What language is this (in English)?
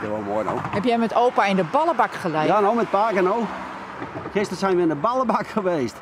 Western Frisian